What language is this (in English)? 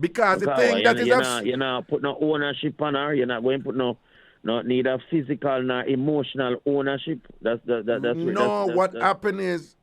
Jamaican Creole English